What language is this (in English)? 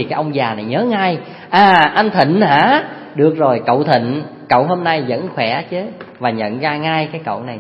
Vietnamese